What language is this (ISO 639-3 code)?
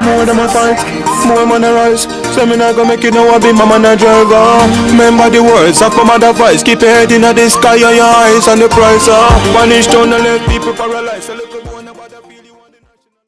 jam